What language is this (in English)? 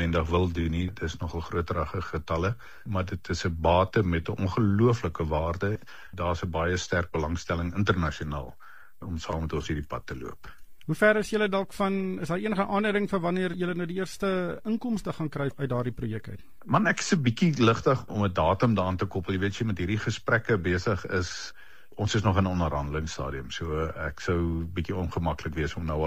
Afrikaans